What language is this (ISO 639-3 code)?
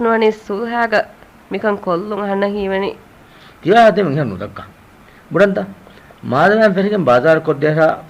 div